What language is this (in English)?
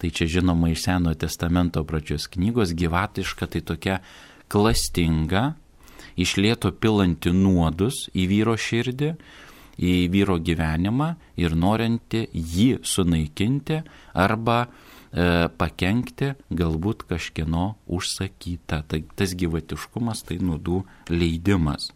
Lithuanian